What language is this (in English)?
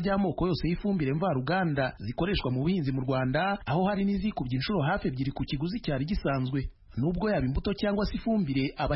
Kinyarwanda